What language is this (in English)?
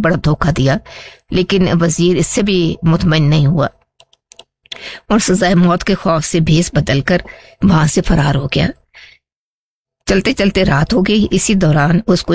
Urdu